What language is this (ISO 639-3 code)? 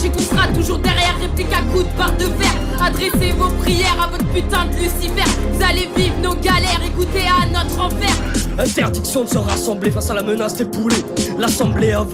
fra